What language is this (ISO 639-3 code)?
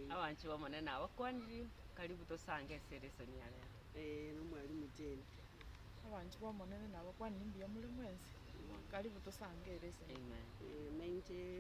guz